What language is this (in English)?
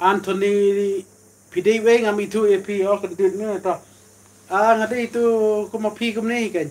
Khasi